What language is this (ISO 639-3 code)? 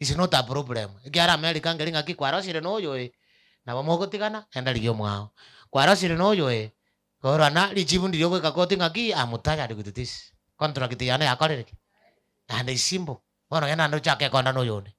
guz